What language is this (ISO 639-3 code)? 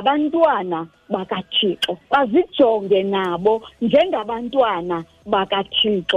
xho